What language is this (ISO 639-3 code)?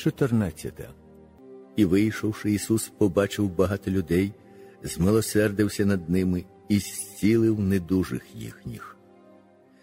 ukr